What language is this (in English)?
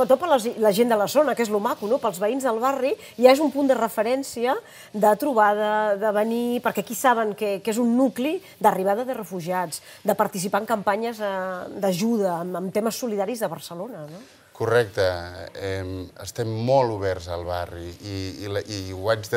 Catalan